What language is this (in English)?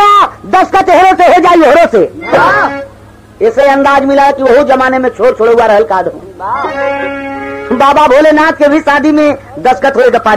Bhojpuri